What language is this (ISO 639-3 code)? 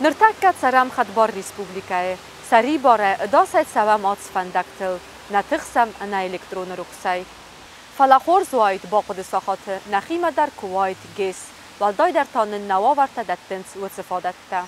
oss